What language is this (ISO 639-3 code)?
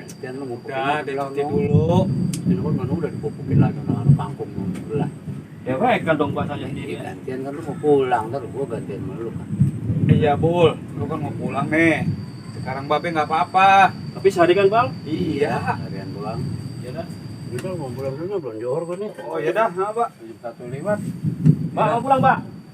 bew